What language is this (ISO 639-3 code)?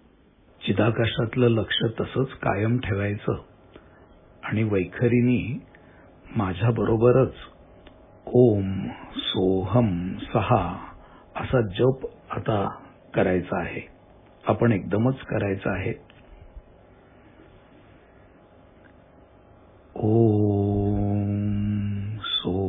mar